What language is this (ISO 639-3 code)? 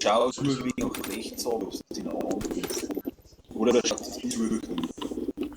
bar